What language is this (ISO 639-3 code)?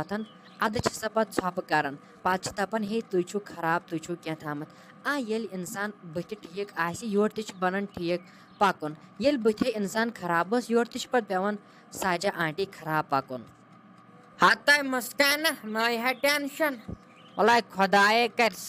kas